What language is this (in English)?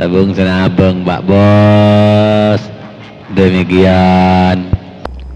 Madurese